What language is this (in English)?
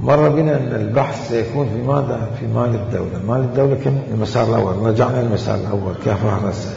Mesopotamian Arabic